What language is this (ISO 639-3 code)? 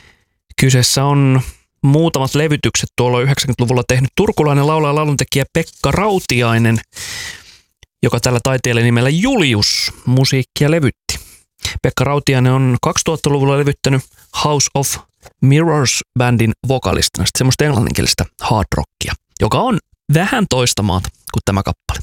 fin